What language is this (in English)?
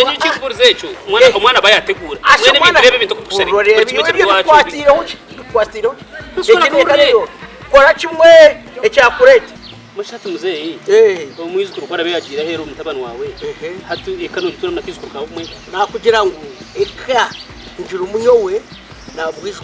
Nyankole